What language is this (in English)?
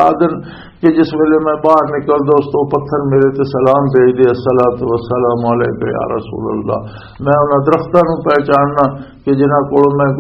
Western Panjabi